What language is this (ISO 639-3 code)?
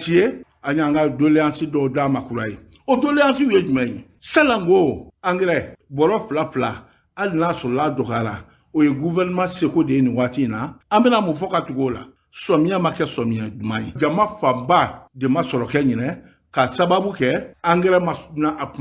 bam